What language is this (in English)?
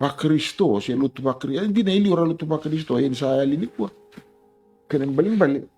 Fijian